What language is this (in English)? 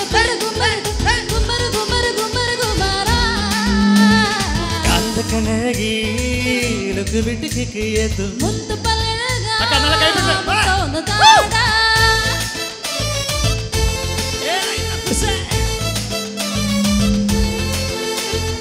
Tamil